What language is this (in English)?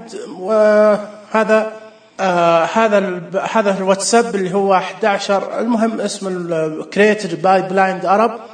Najdi Arabic